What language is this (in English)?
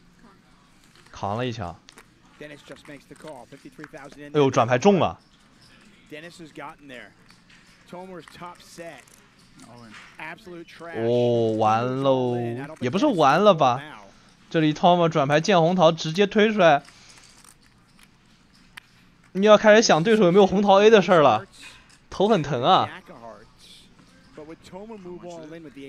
Chinese